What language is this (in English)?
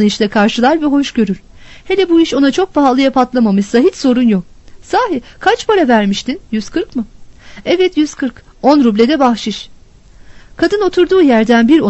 Turkish